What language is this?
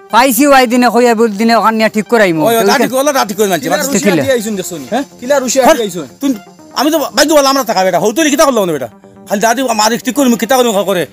Sylheti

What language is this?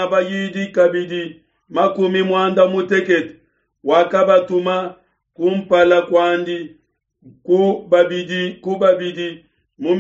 Luba-Lulua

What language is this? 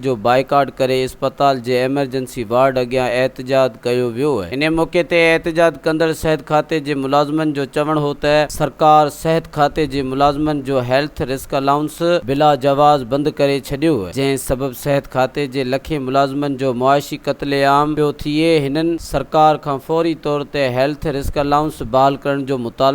Sindhi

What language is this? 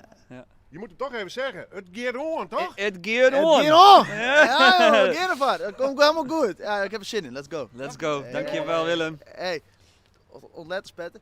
Western Frisian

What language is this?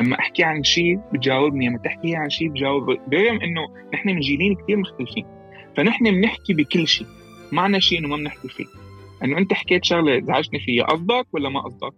North Levantine Arabic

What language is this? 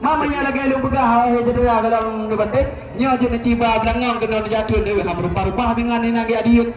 Achinese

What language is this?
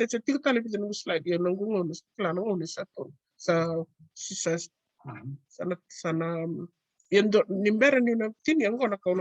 Fijian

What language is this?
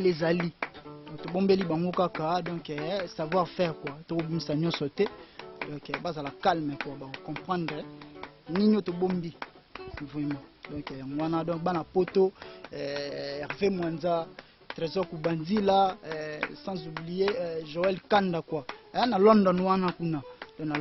Lingala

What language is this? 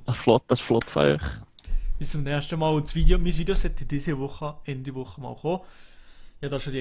Swiss German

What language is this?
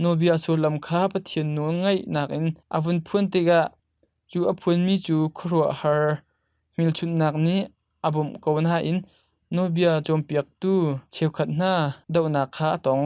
Hakha Chin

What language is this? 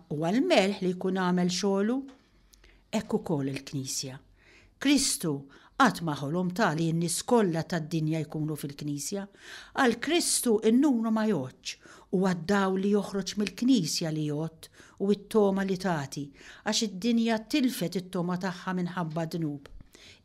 Maltese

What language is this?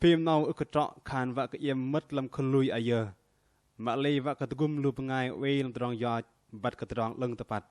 Bahnar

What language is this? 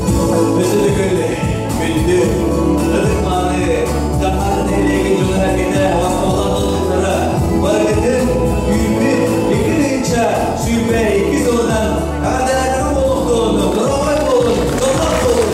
Yakut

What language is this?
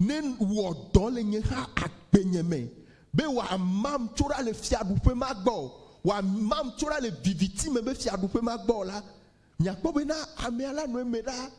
Ewe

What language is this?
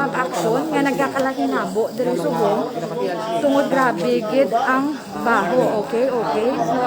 Hiligaynon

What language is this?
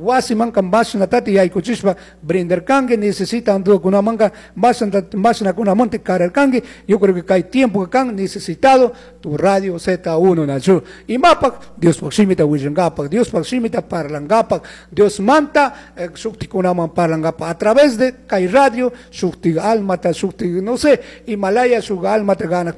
Chimborazo Highland Quichua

